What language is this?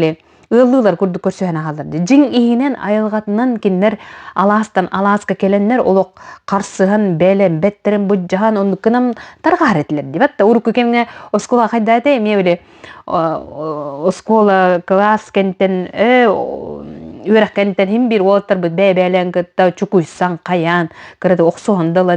Yakut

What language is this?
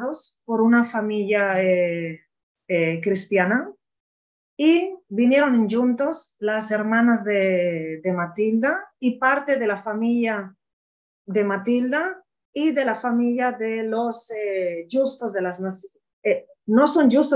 Ladino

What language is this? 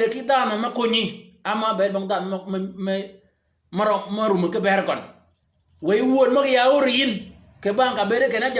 Shilluk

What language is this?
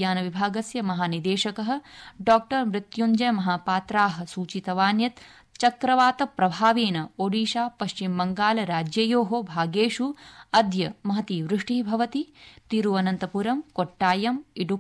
Sanskrit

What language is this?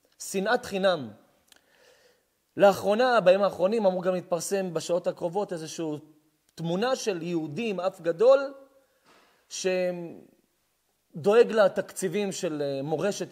Hebrew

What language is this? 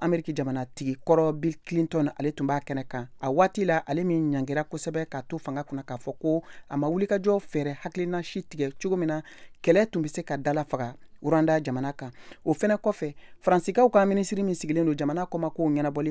Bambara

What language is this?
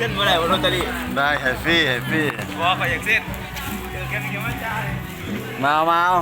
Northeastern Thai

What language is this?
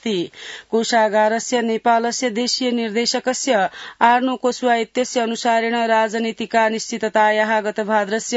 Sanskrit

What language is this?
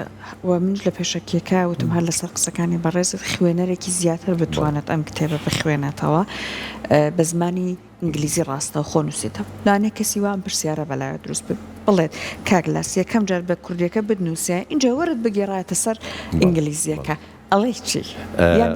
Central Kurdish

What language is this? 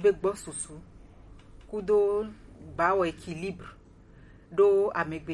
Gen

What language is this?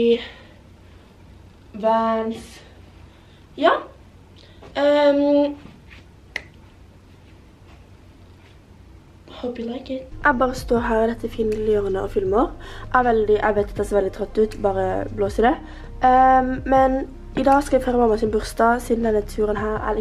Norwegian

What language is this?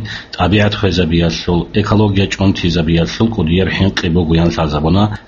Avaric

